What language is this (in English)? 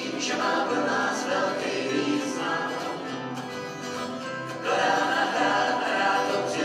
Czech